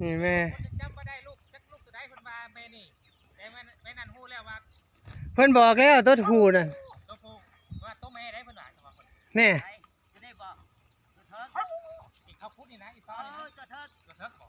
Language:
Northeastern Thai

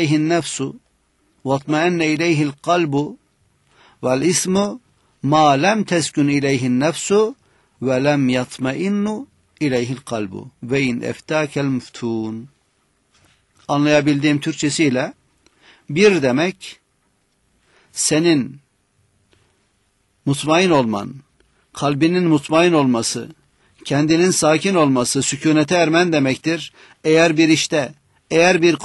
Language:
Turkish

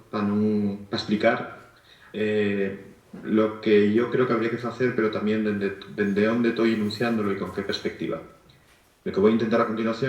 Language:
Asturian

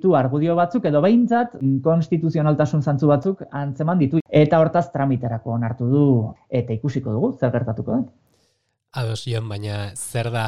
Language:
Basque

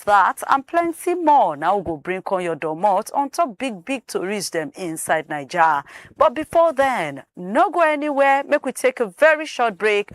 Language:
Nigerian Pidgin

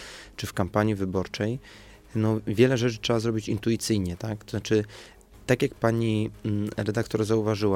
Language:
Polish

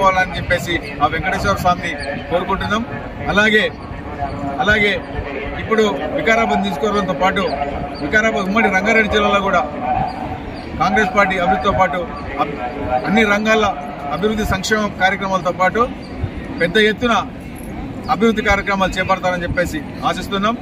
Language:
Telugu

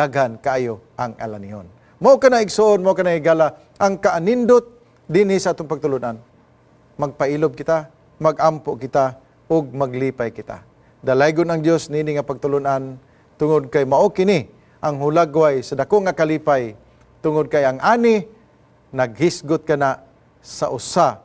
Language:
Cebuano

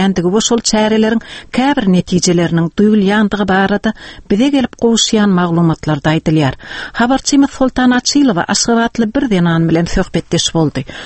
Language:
Turkmen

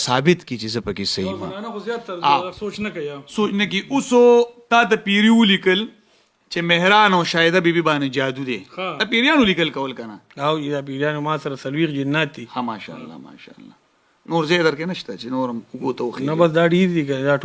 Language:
Pashto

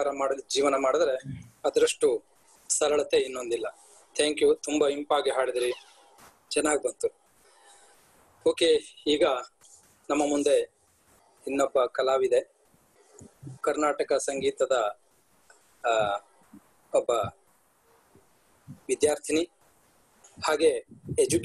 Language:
Kannada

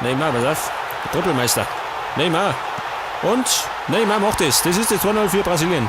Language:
Bavarian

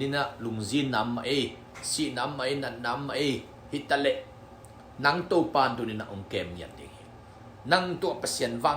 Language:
Tedim Chin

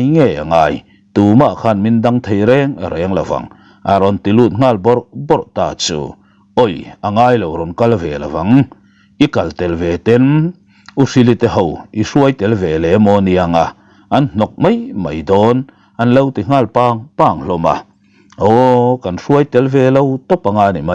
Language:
Mizo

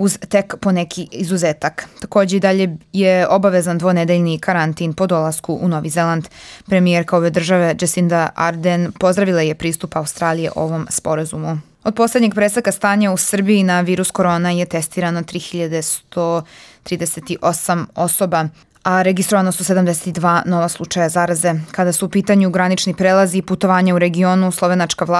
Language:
Serbian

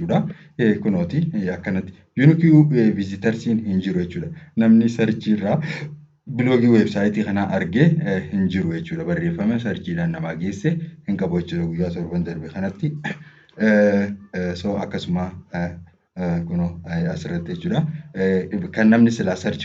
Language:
Oromo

